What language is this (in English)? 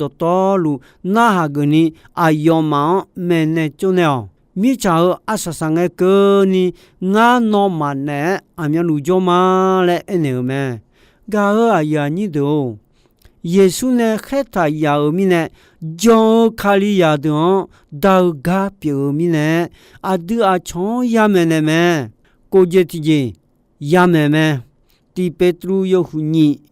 Akha